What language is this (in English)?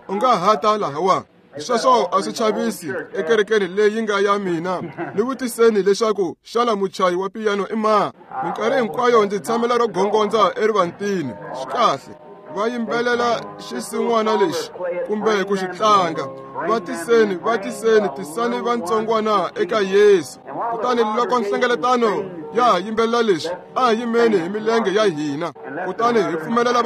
Tsonga